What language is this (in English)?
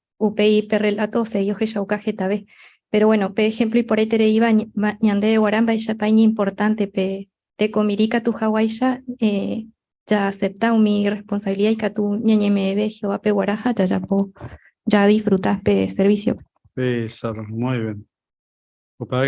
Guarani